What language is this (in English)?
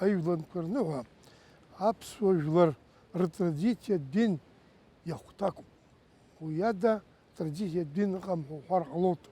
Abkhazian